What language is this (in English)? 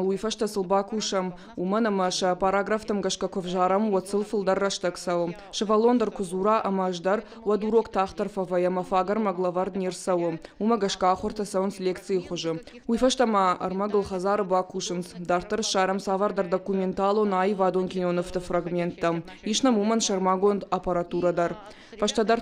Ossetic